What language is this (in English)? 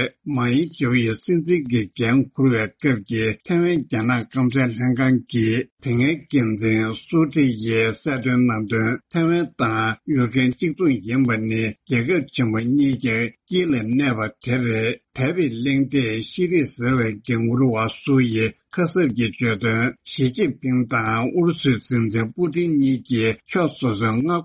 Tibetan